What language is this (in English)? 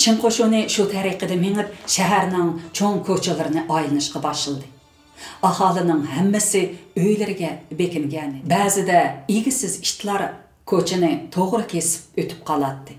Uyghur